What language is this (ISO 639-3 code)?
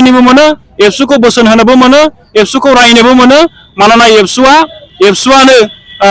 brx